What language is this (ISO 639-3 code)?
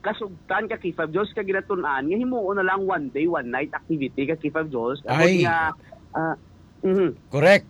hil